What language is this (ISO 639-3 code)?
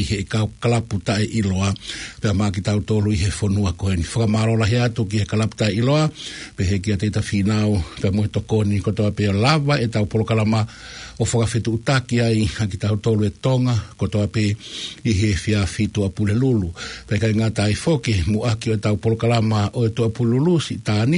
ton